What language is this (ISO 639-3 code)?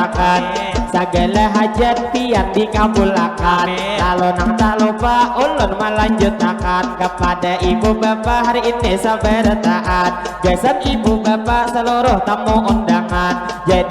bjn